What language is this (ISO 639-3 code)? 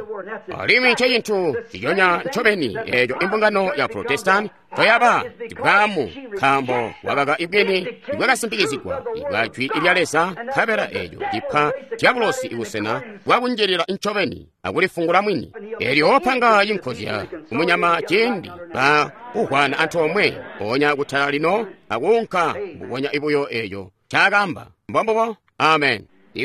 toi